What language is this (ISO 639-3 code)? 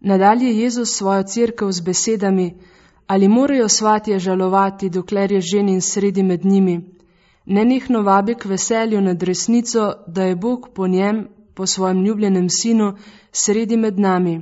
slv